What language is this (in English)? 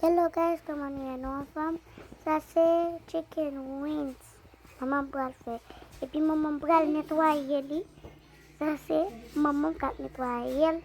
Haitian Creole